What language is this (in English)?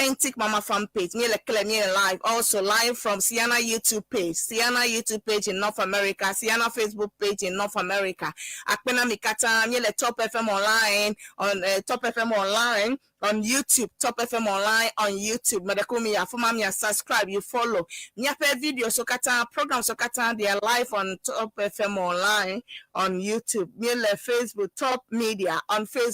Ewe